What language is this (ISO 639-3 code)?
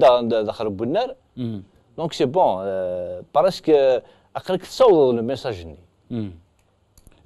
kab